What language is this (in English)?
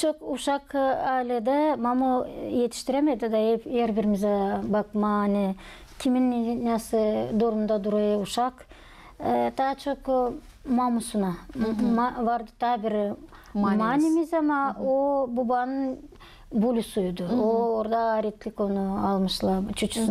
Gagauz